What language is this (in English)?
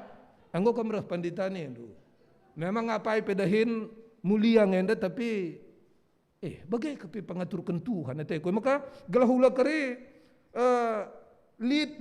Batak Karo